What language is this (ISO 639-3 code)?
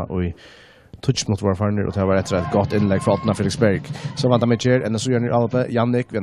fao